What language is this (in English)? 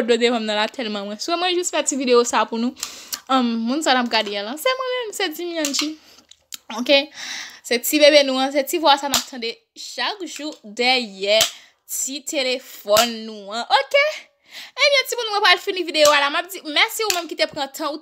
Haitian Creole